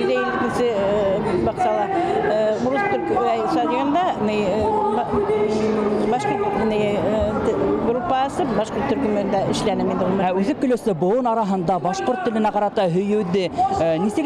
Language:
Bashkir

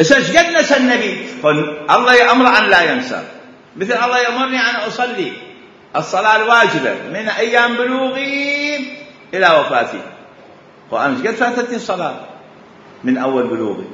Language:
Mesopotamian Arabic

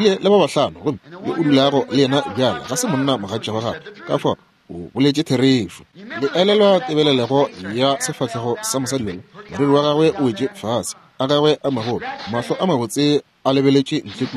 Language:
Northern Sotho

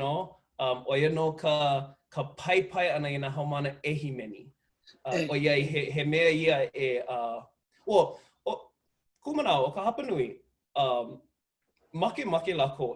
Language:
Hawaiian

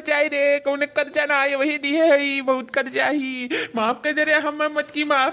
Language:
Awadhi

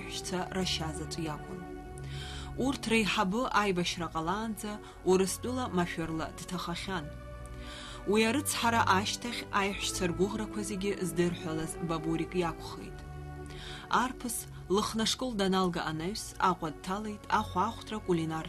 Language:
Abkhazian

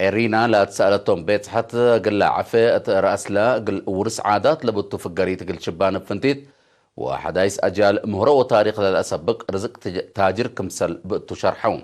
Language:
Tigre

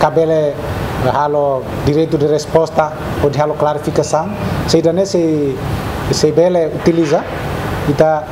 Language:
Tetum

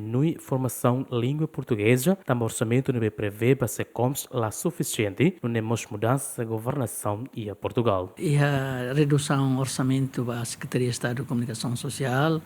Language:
Tetum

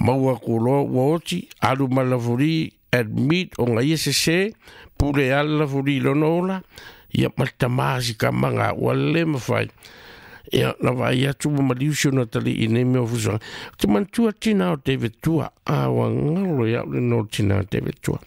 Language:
Samoan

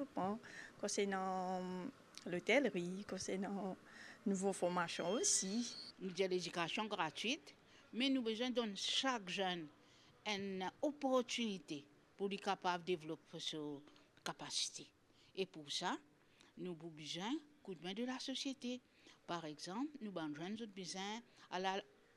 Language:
Morisyen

